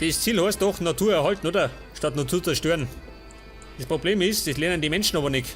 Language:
Bavarian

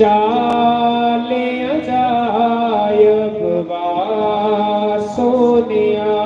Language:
Dogri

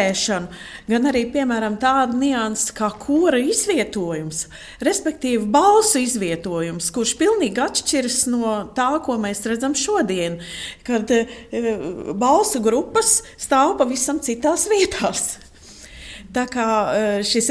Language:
Latvian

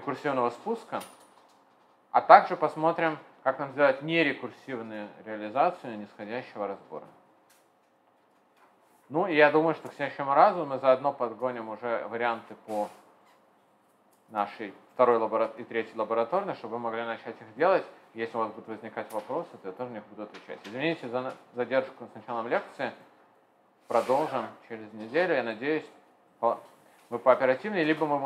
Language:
Russian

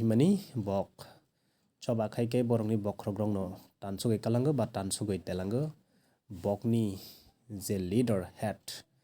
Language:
Kok Borok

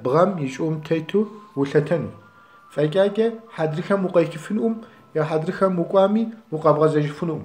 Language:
Kabardian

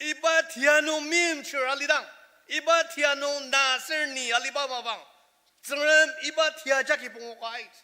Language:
Ao Naga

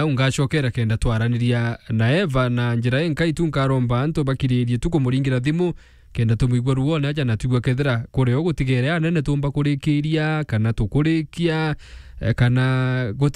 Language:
Meru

